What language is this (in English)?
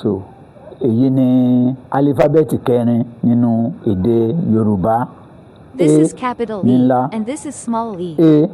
Yoruba